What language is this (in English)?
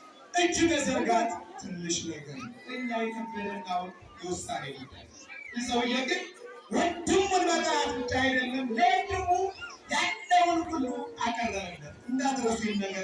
Amharic